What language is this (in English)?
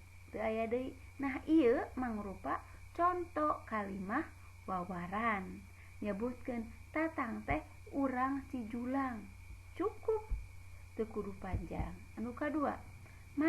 Sundanese